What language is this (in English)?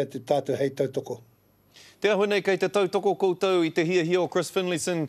Māori